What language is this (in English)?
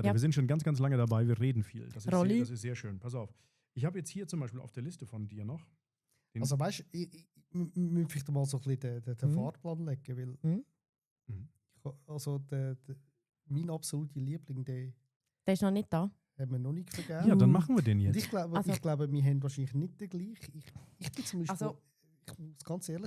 Swiss German